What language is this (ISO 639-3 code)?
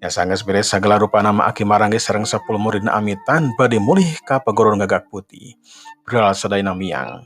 sun